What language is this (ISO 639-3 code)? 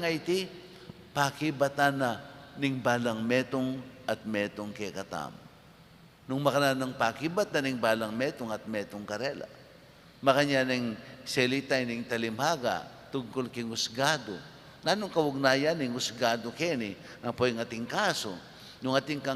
pam